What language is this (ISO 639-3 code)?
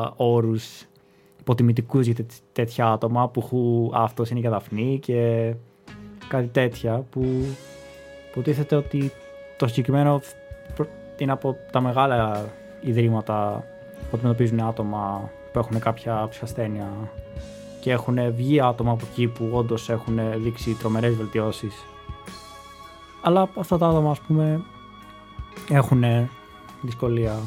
ell